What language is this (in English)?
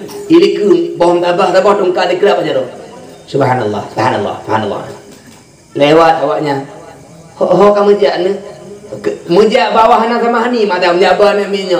Achinese